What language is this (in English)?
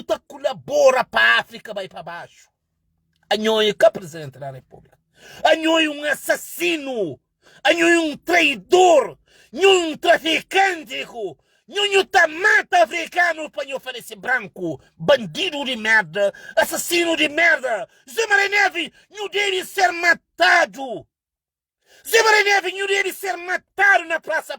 Kabuverdianu